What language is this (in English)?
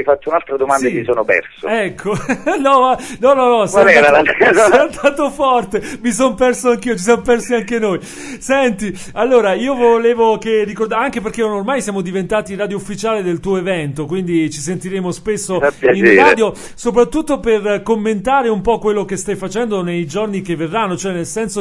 Italian